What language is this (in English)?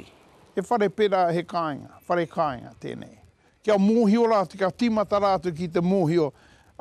Māori